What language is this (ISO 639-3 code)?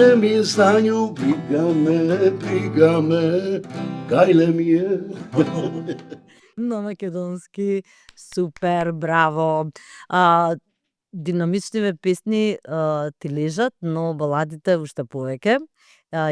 mkd